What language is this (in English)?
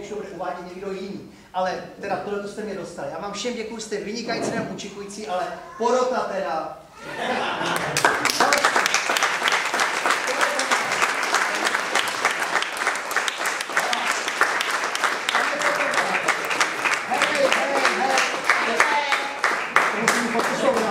Czech